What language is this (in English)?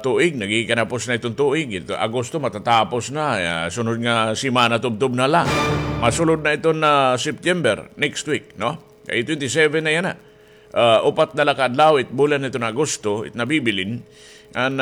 Waray